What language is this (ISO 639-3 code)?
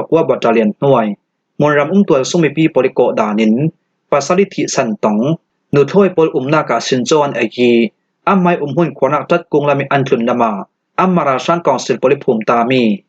cfm